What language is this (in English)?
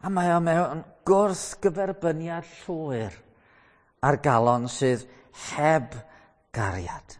Welsh